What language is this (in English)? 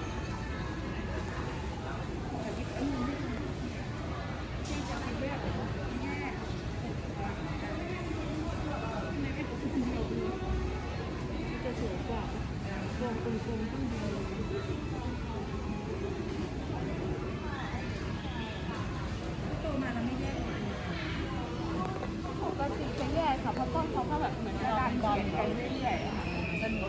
Thai